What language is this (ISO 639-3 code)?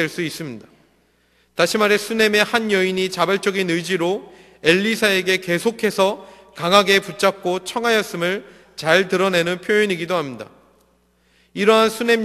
kor